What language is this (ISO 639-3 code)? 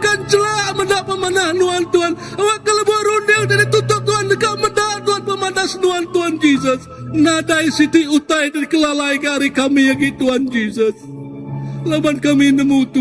iba